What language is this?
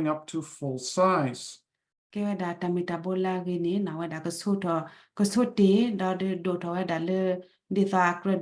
S'gaw Karen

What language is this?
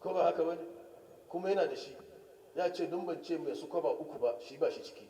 Hausa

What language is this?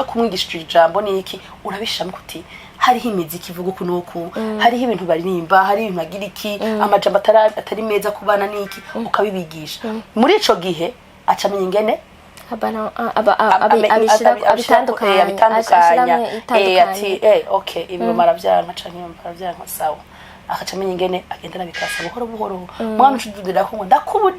Rundi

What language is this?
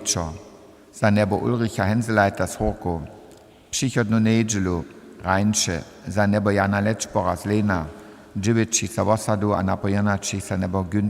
Upper Sorbian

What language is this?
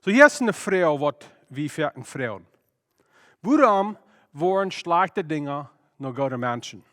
Plautdietsch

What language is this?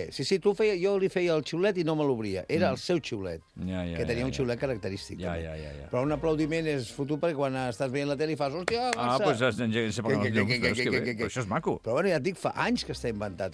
Catalan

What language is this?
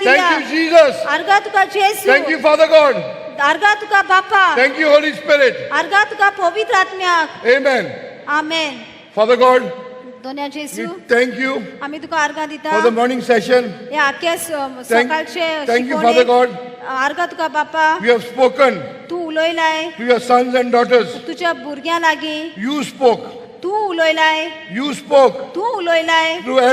Konkani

